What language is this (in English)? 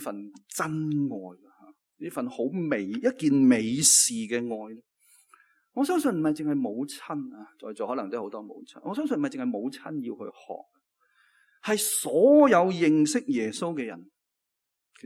Cantonese